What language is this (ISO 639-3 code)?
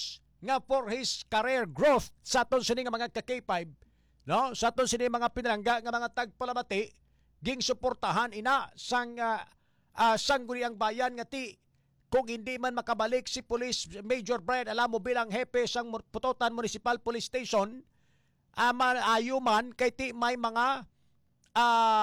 hil